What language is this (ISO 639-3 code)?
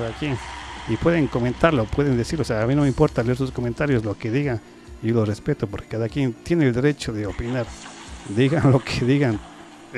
spa